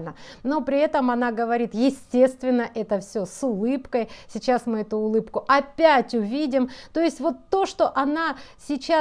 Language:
Russian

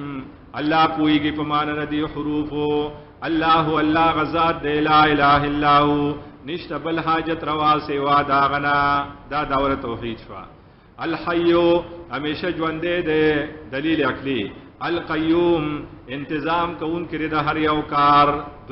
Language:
Pashto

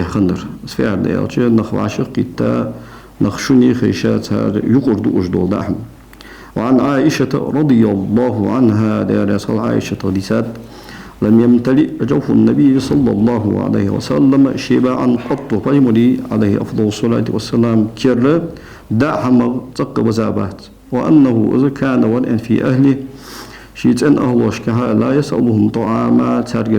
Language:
Ingush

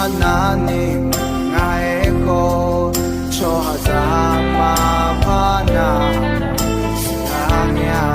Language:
Akha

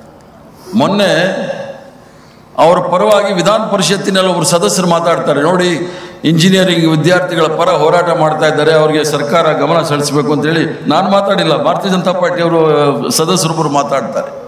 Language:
Kannada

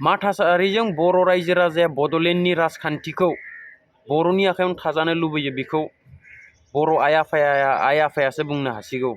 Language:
Bodo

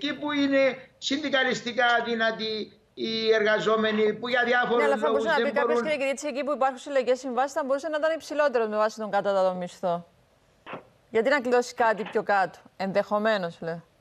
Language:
Greek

